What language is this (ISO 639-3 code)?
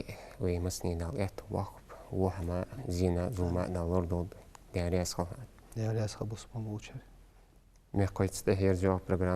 inh